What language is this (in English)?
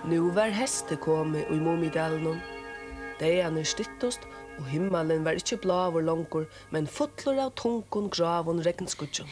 Faroese